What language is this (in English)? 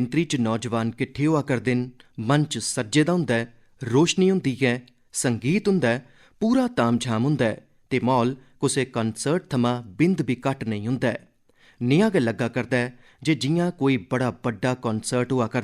Dogri